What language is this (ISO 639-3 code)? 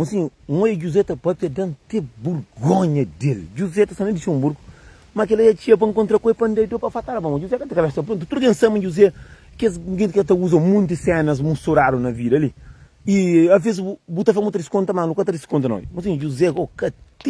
kea